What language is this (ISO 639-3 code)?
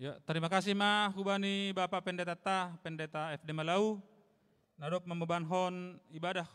bts